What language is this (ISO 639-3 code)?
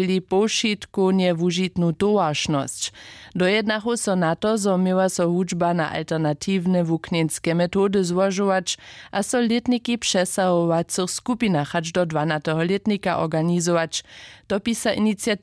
hsb